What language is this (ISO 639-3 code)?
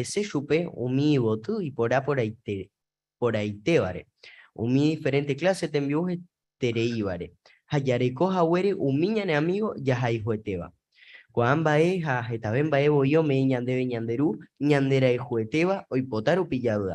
grn